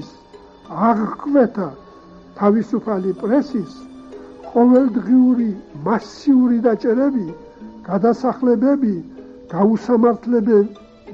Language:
Georgian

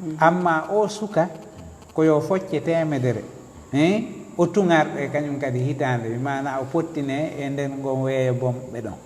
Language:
Fula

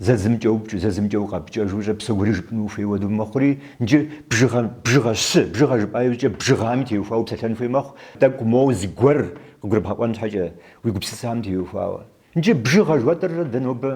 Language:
Kabardian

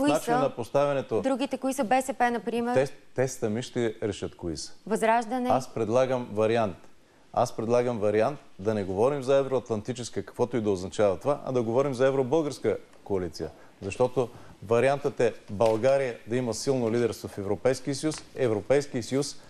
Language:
Bulgarian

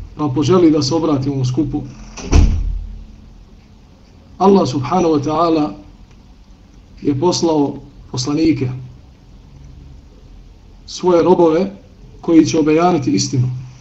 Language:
Bosnian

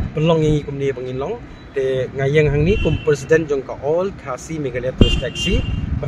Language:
Khasi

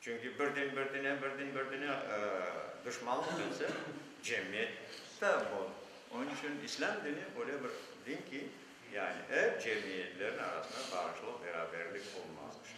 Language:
Crimean Tatar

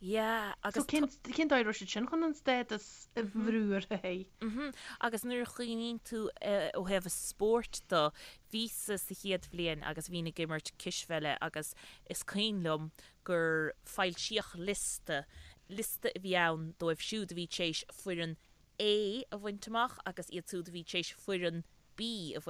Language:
Irish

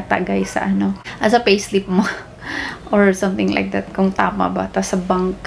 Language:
Filipino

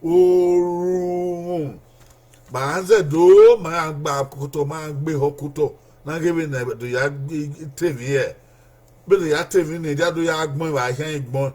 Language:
Bini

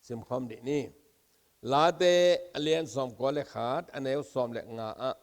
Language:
Tedim Chin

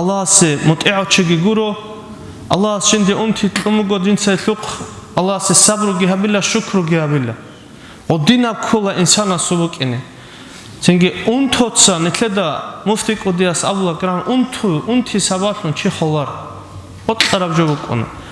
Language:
Avaric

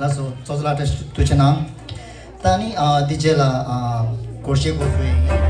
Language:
Tibetan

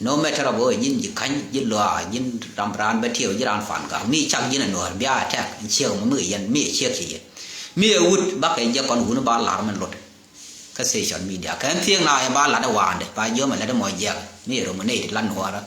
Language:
Nuer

